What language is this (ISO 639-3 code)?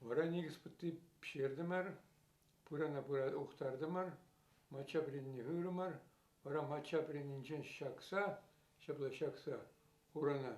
chv